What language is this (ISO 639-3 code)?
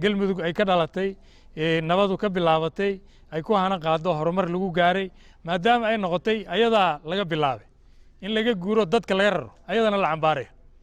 som